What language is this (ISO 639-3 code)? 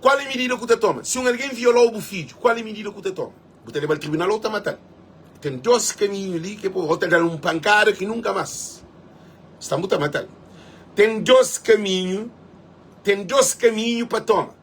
kea